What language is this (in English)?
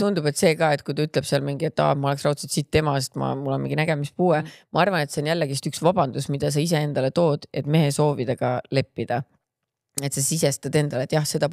Estonian